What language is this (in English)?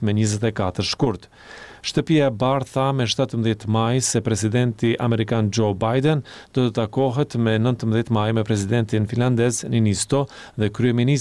Albanian